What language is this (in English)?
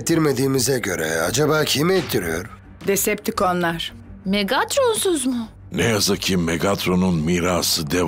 Turkish